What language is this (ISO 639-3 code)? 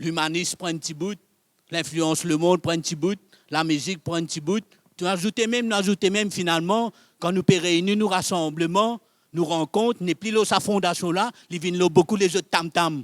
mfe